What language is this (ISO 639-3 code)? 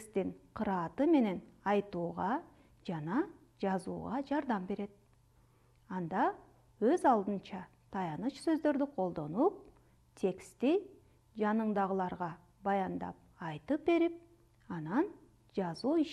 kir